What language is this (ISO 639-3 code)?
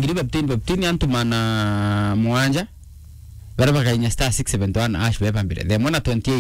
mer